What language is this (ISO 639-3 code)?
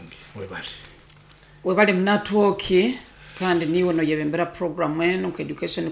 nyo